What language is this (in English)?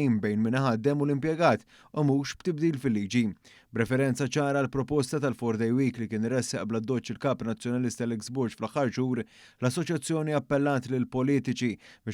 Maltese